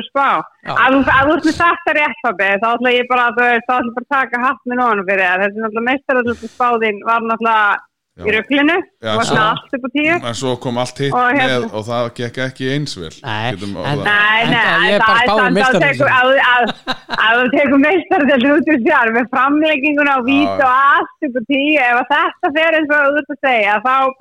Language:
Icelandic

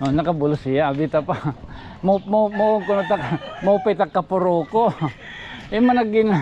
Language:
Waray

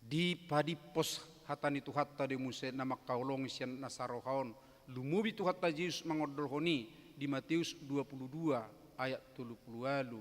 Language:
Batak Toba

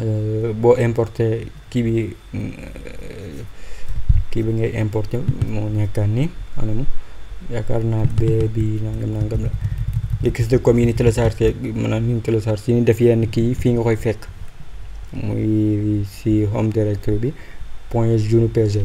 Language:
Wolof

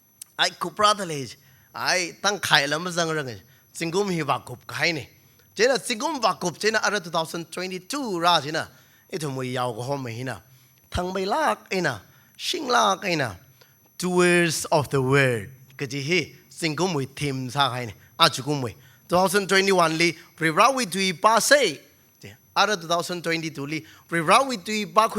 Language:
Tangkhul Naga (India)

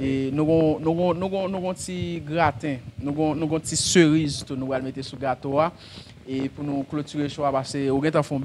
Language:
Haitian Creole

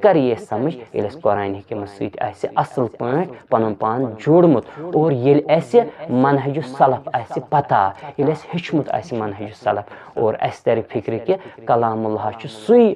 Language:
Kashmiri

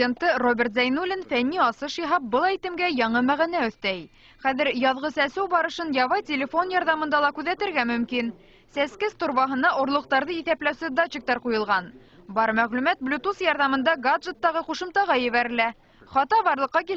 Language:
Bashkir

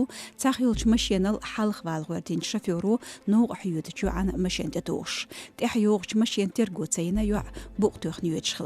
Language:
Chechen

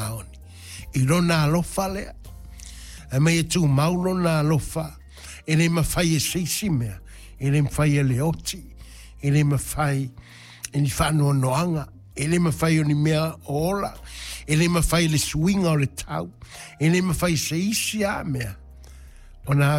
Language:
Samoan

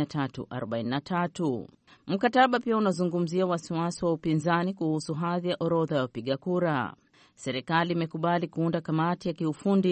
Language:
Swahili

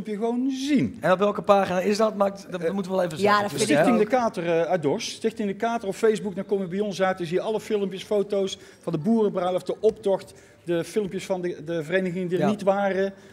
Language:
Dutch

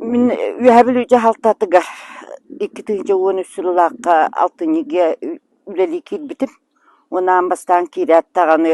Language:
Yakut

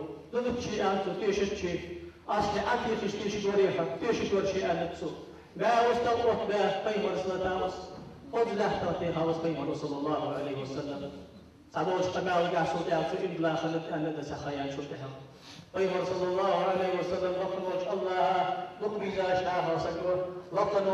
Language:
Ingush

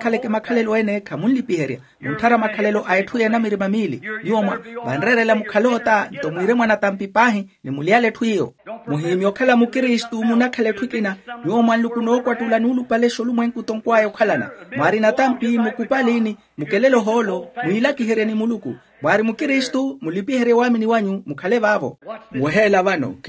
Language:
Makhuwa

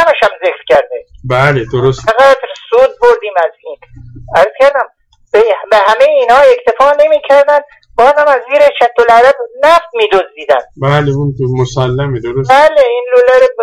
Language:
Persian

